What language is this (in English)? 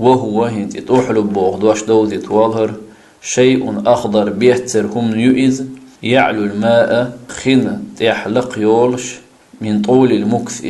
Chechen